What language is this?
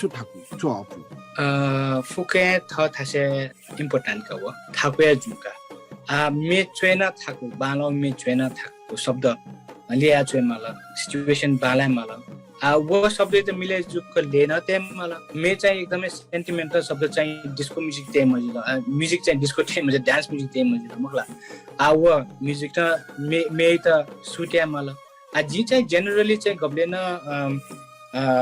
Newari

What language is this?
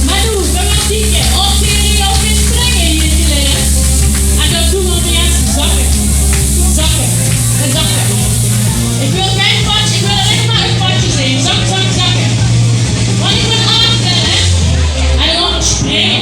Limburgish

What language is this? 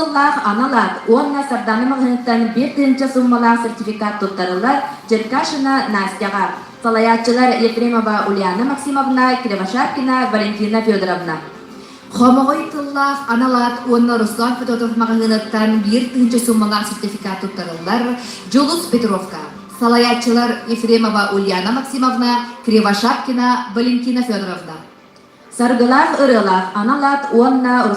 Yakut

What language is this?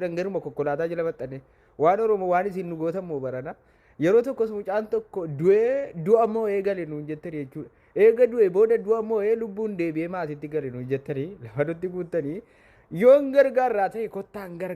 Oromo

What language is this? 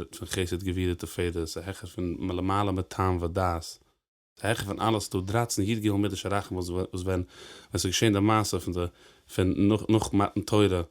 Yiddish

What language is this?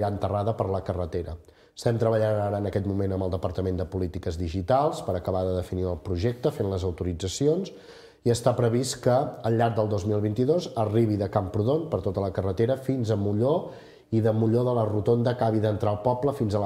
Catalan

